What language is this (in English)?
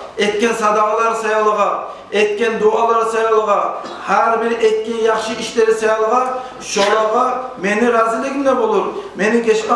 Kumyk